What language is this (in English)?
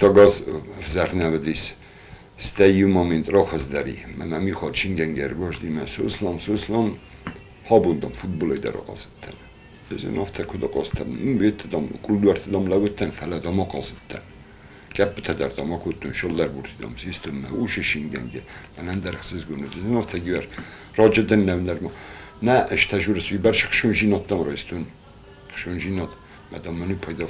Ossetic